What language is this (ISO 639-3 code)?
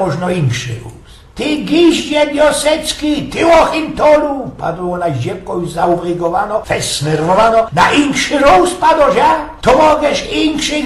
szl